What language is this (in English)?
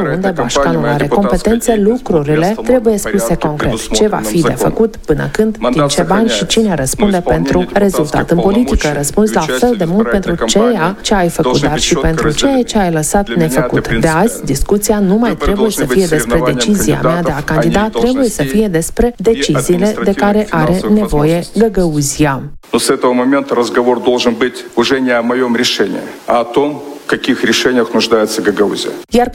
Romanian